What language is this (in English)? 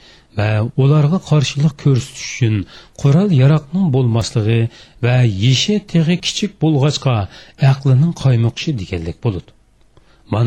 Uyghur